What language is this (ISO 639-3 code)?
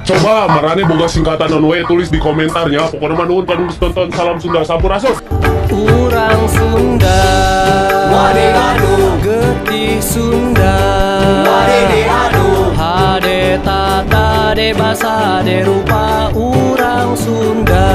sun